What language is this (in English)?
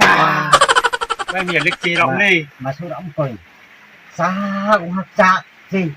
Riang (India)